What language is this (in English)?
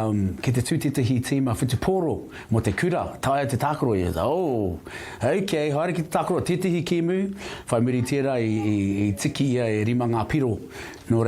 Māori